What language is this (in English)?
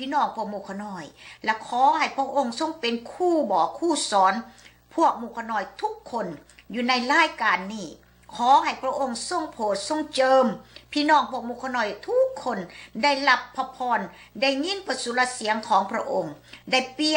Lao